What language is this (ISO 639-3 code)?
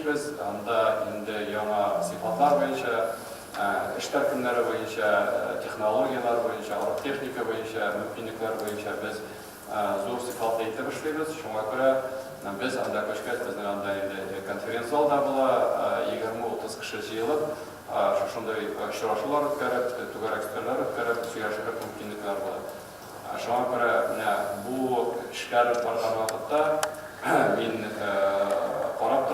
tat